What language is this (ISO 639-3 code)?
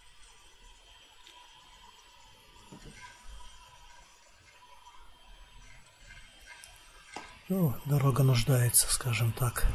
rus